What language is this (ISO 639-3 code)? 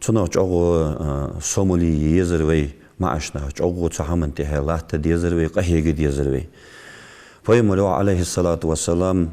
inh